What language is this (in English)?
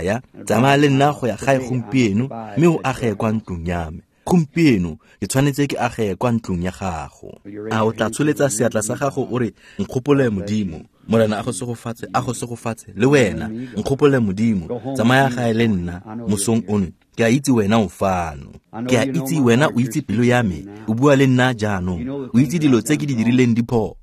Tswana